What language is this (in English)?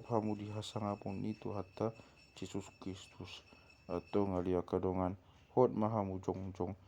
Batak Toba